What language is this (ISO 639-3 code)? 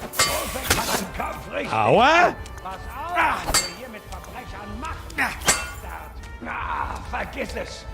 bar